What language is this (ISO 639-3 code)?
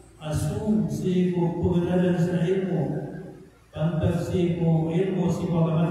mrw